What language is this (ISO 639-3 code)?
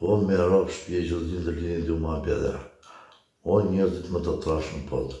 sqi